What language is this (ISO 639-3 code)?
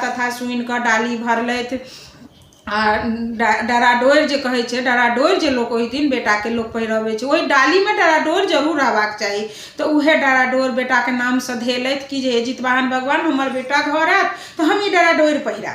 mai